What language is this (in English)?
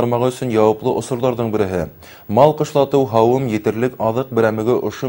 Bashkir